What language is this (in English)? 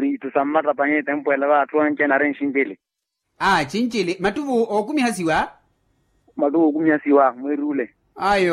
Makhuwa